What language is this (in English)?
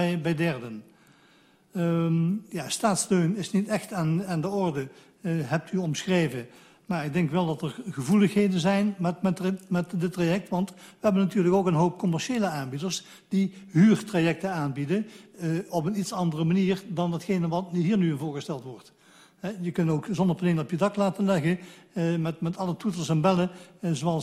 Dutch